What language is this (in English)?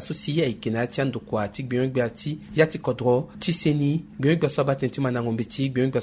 Sango